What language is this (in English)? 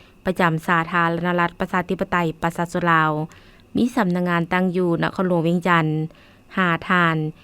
Lao